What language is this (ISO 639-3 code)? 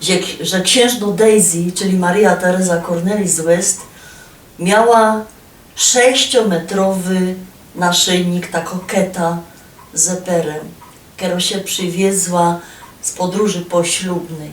szl